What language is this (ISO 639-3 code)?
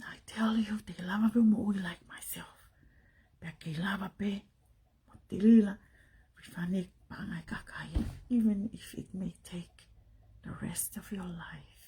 ton